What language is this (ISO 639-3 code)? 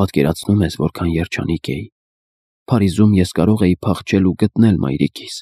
hye